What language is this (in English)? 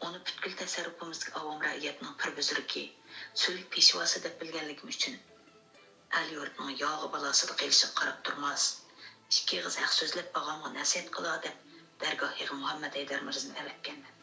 Uyghur